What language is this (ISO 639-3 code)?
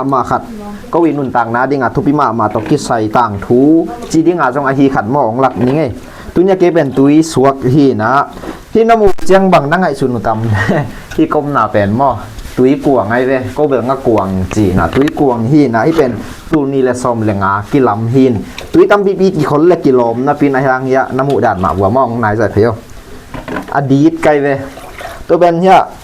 ctd